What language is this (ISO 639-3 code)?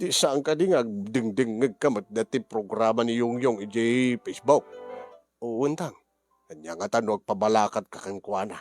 ilo